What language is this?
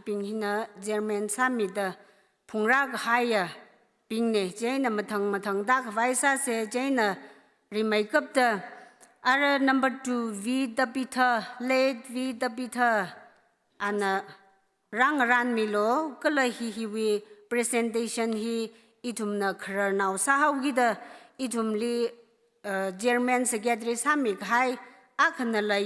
Tangkhul Naga (India)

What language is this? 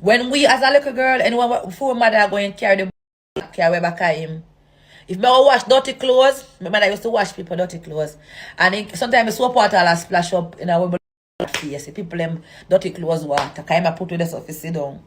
Jamaican Creole English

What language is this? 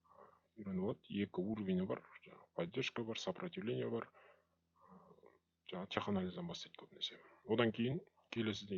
Kazakh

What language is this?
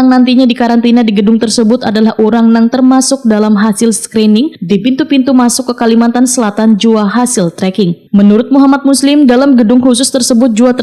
Banjar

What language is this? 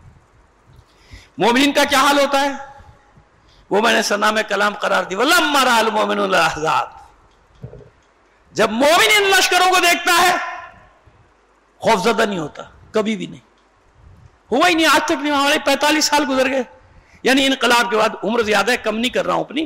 Urdu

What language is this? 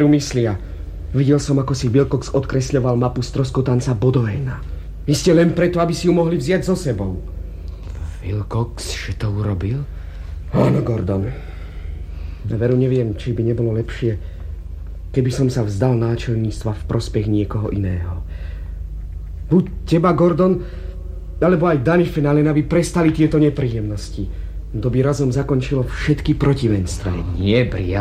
Slovak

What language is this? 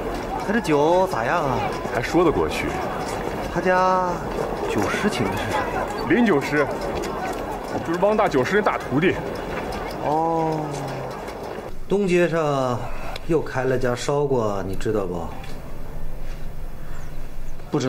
Chinese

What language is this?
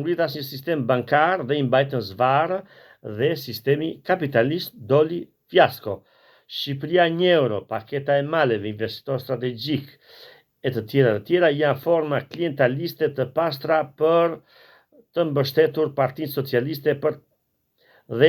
Albanian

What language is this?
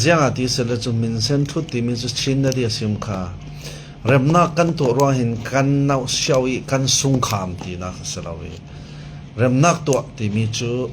Falam Chin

